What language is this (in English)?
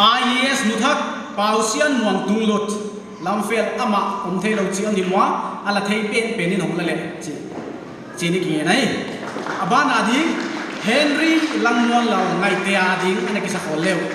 Paite Chin